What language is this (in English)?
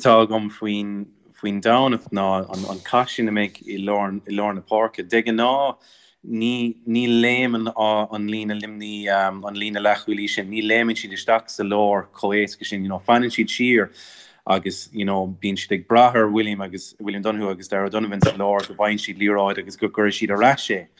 Irish